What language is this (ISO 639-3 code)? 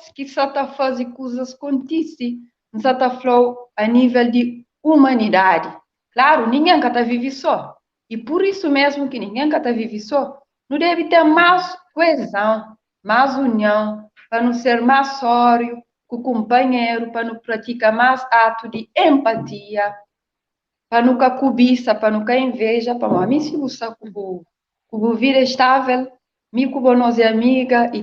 kea